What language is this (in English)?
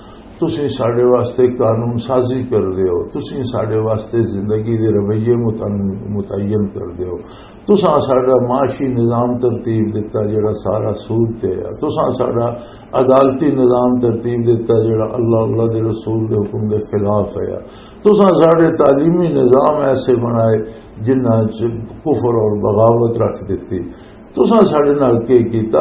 Western Panjabi